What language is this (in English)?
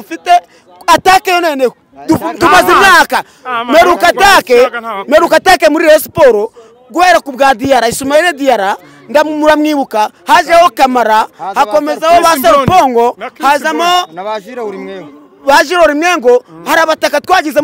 Kinyarwanda